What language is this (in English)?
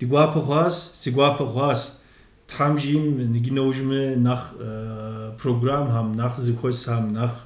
Kabardian